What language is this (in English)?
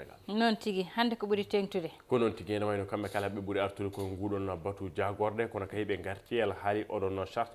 Fula